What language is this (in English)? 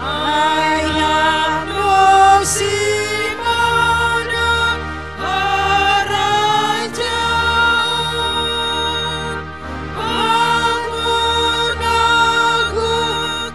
Batak Simalungun